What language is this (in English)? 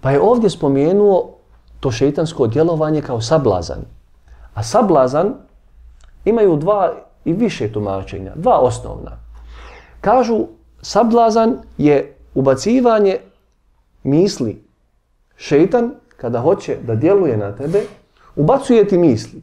Bosnian